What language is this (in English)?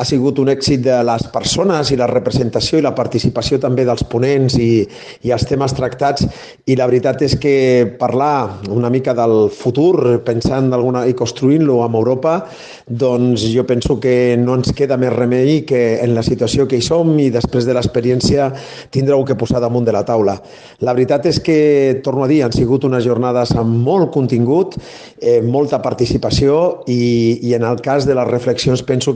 Catalan